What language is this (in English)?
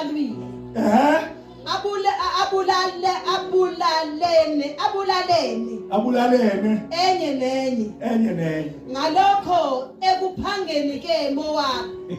Zulu